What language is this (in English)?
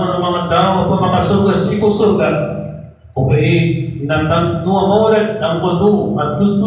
Maranao